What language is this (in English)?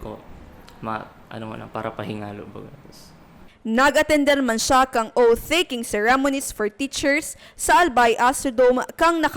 Bikol